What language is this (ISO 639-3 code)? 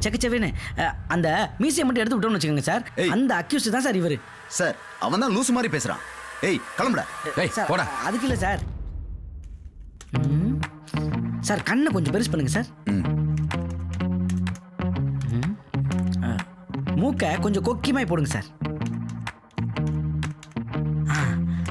tam